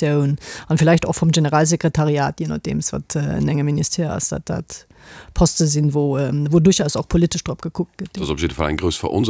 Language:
Luxembourgish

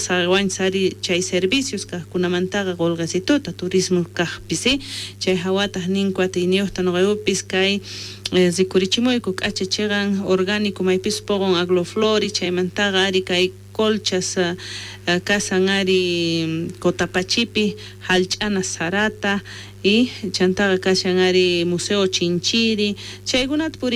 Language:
South Bolivian Quechua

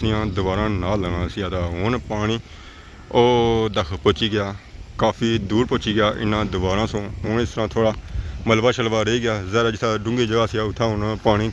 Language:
Pahari-Potwari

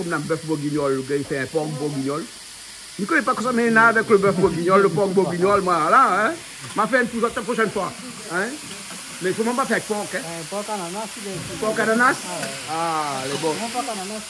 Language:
Réunion Creole French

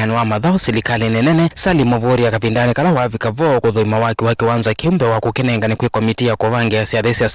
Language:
Kamba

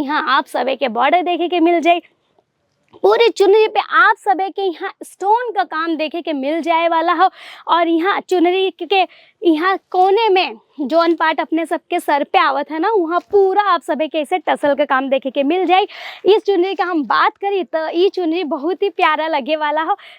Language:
Bhojpuri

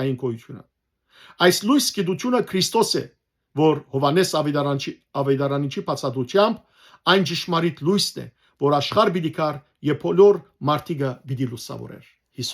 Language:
Western Armenian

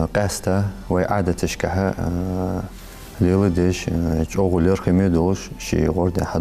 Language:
Ingush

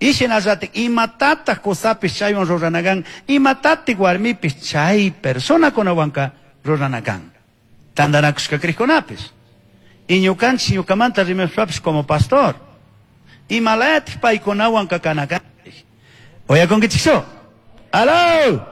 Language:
Chimborazo Highland Quichua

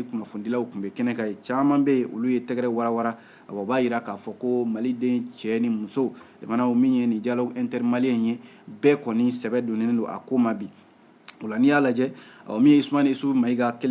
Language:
Bambara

